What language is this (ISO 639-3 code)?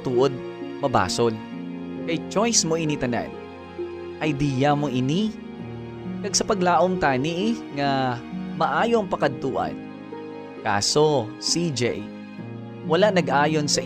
hil